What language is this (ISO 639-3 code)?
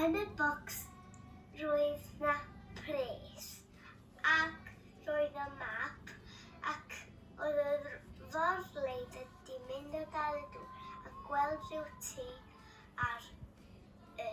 cym